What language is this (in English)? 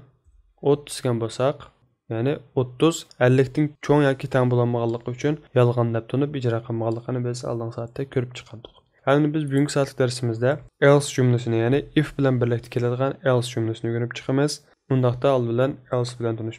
Uyghur